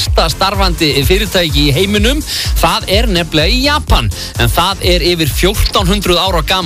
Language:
Icelandic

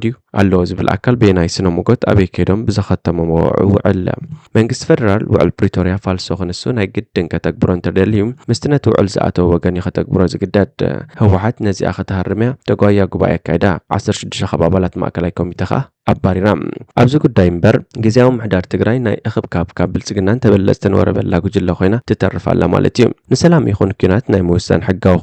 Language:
Tigrinya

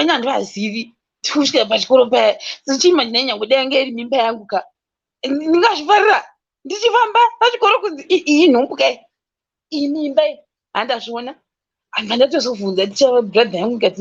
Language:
Shona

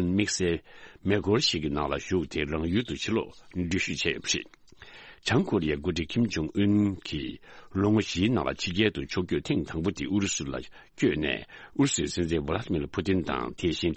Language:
Tibetan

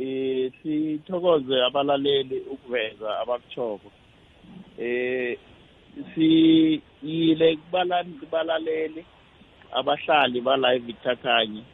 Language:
South Ndebele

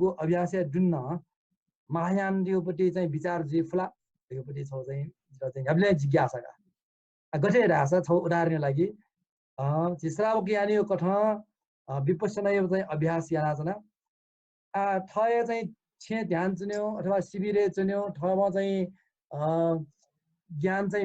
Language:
Newari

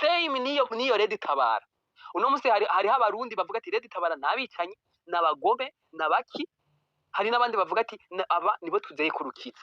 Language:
Rundi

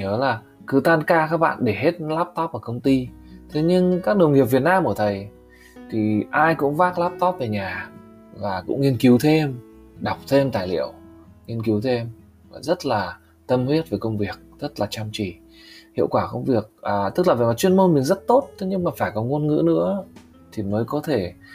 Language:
Vietnamese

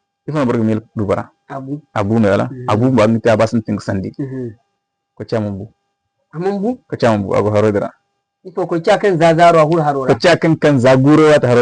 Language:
Zarma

